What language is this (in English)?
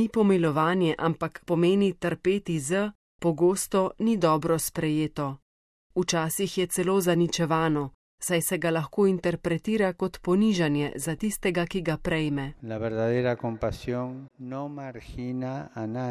Slovenian